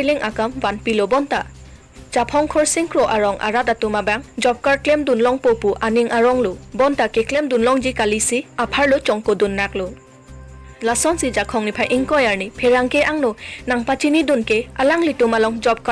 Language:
Karbi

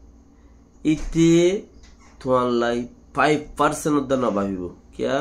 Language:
Rohingya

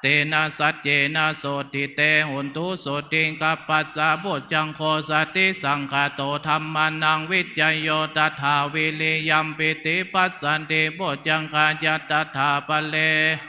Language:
Pali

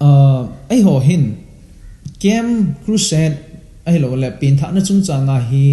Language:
Thado Chin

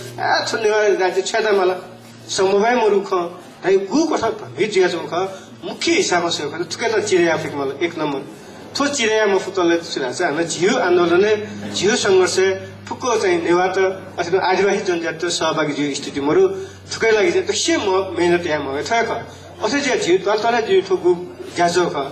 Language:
Newari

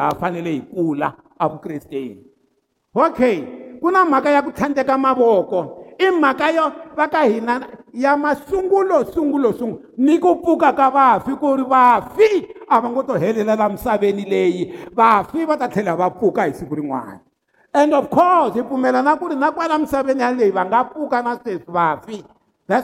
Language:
Tsonga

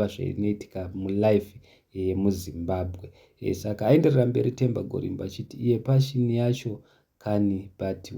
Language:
Shona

